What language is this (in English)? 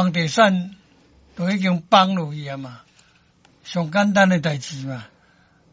Min Nan Chinese